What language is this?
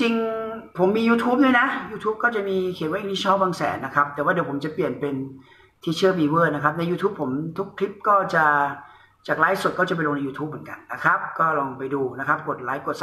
Thai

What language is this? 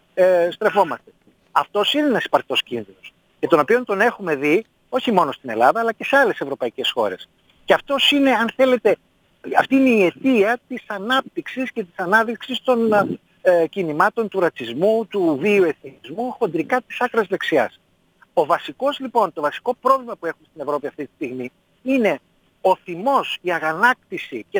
Greek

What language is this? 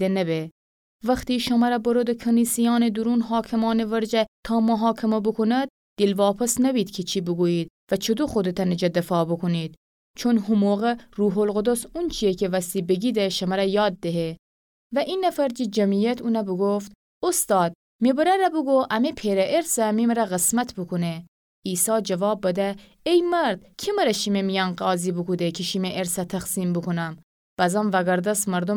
Gilaki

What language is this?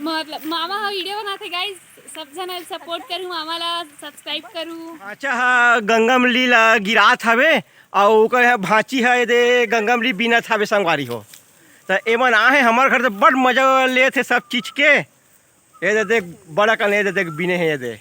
Chhattisgarhi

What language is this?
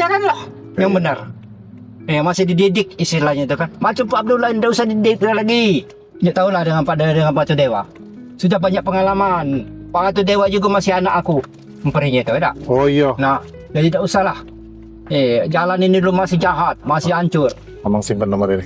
Musi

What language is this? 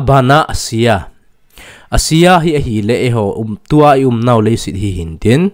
Thado Chin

